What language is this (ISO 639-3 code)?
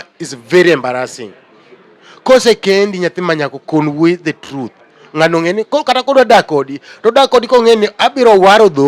luo